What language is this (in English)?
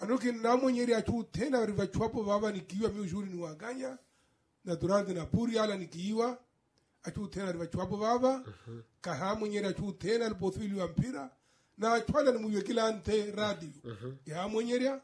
Makhuwa